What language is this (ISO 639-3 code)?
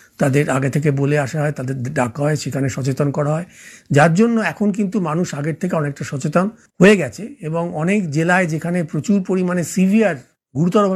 ben